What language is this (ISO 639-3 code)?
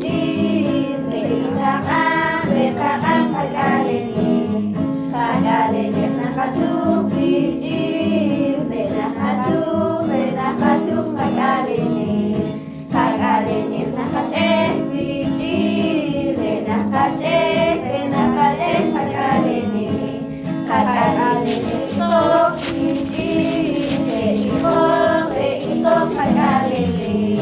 poh